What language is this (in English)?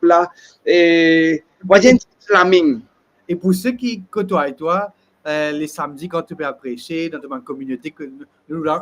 Morisyen